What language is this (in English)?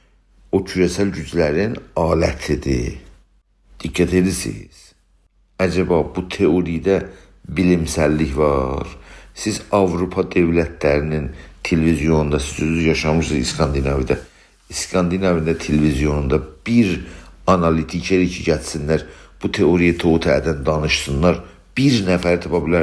South Azerbaijani